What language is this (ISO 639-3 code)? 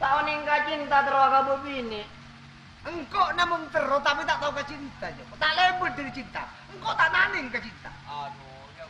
mad